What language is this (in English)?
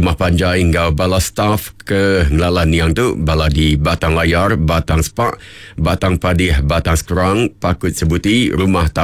Iban